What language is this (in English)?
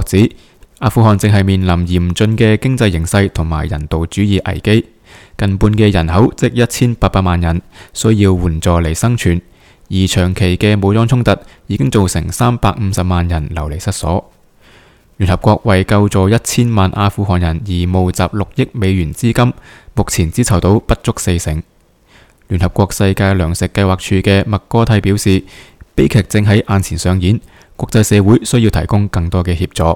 Cantonese